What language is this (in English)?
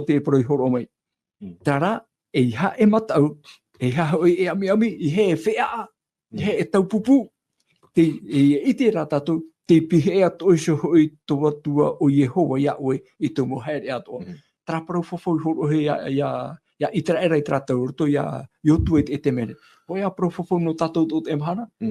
Tahitian